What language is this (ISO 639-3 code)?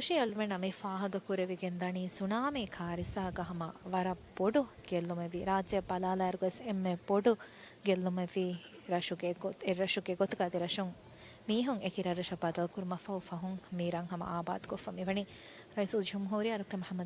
div